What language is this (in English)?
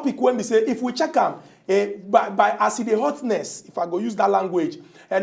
Nigerian Pidgin